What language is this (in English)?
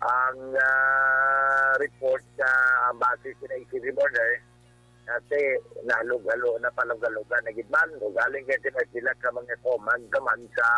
Hiligaynon